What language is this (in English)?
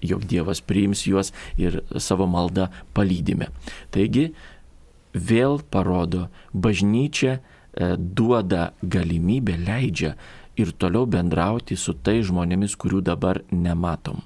Lithuanian